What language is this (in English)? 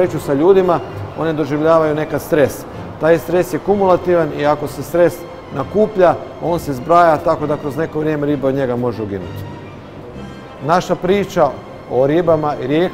Croatian